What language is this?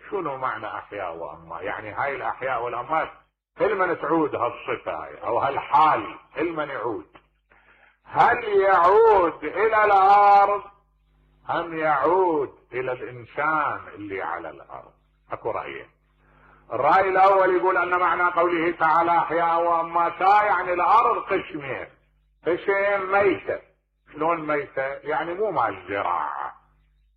Mesopotamian Arabic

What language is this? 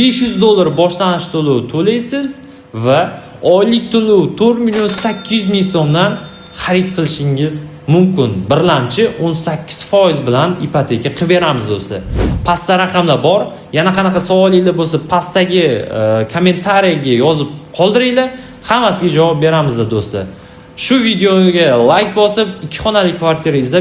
Uzbek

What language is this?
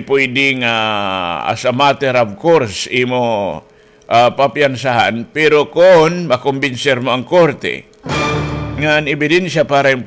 Waray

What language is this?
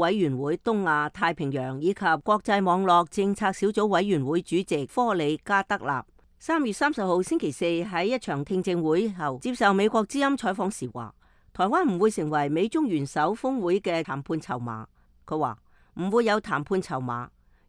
Cantonese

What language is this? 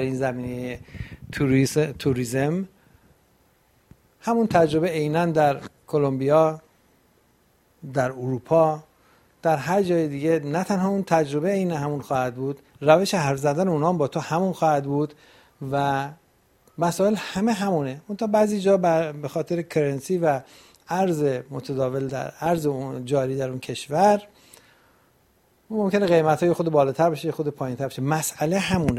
Persian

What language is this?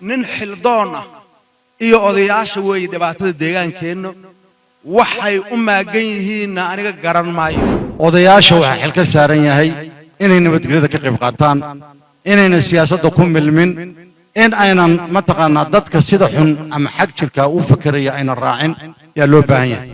Somali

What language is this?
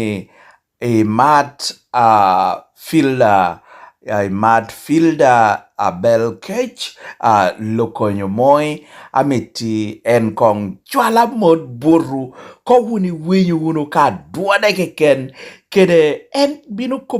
Lango (Uganda)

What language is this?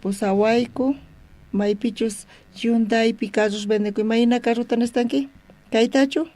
South Bolivian Quechua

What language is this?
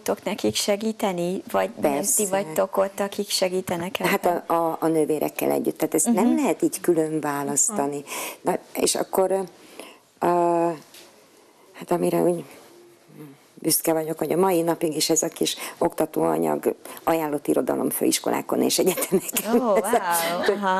Hungarian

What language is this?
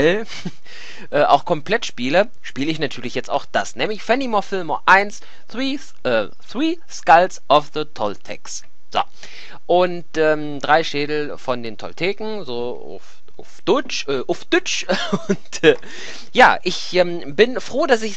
German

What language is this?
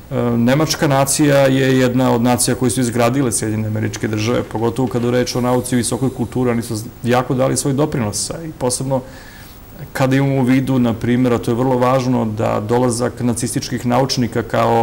Serbian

